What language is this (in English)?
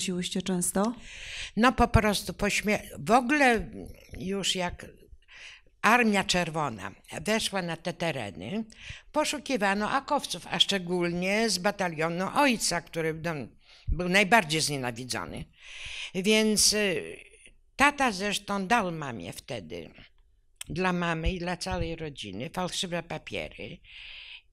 Polish